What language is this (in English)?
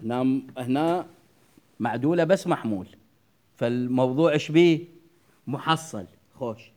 Mesopotamian Arabic